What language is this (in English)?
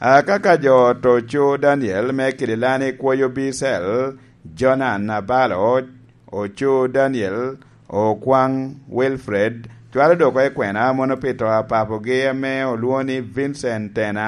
Lango (Uganda)